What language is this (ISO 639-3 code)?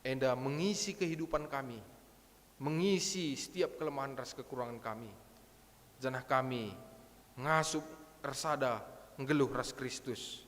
btx